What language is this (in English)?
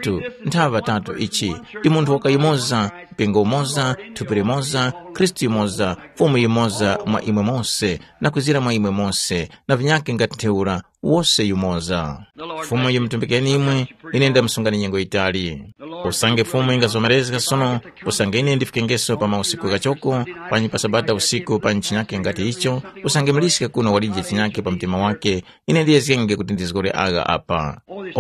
Tumbuka